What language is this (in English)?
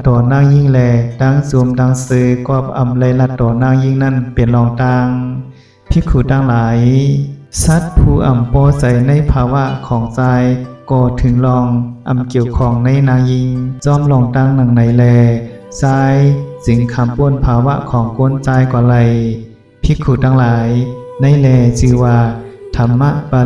Shan